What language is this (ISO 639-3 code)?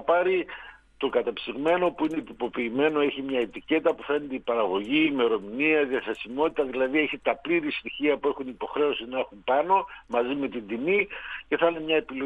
ell